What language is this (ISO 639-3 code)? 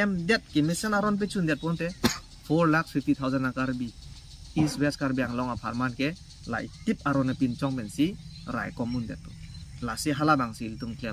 mjw